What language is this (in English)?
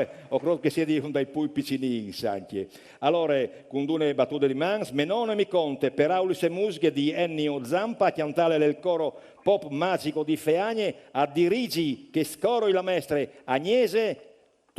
Friulian